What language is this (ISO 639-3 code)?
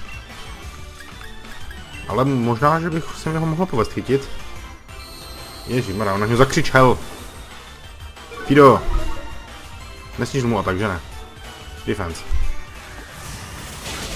ces